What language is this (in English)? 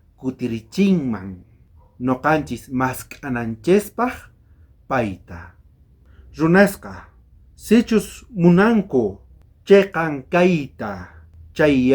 South Bolivian Quechua